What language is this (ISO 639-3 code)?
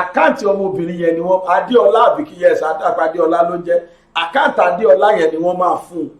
yor